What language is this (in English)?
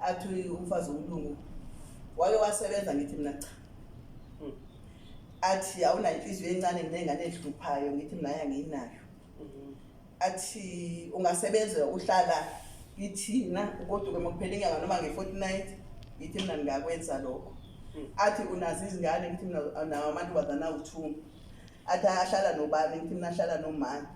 Zulu